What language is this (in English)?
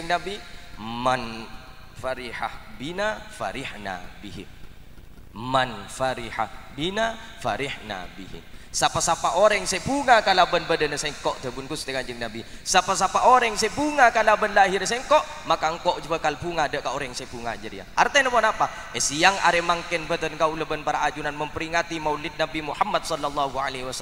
Madurese